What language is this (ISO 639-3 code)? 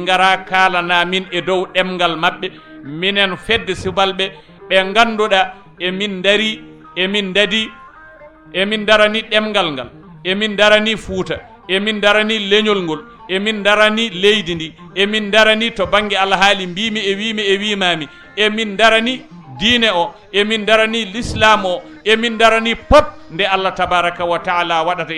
ful